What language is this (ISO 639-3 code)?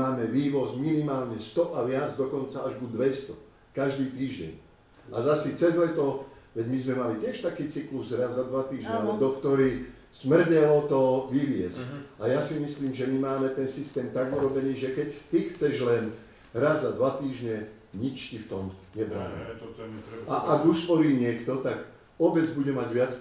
slk